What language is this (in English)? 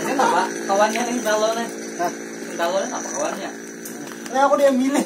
Banjar